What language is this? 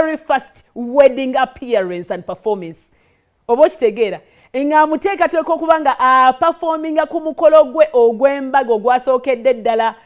Ganda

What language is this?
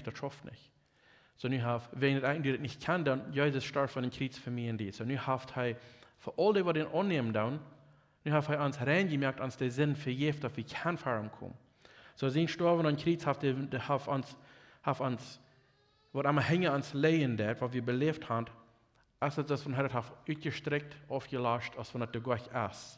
Plautdietsch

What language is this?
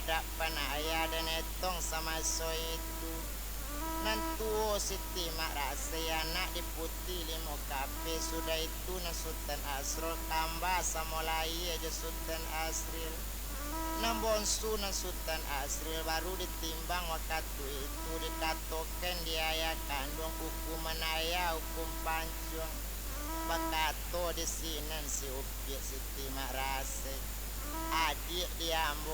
Minangkabau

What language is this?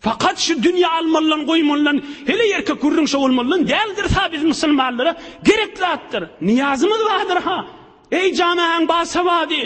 Turkmen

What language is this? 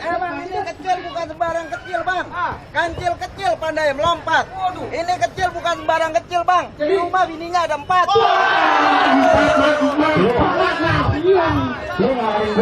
Betawi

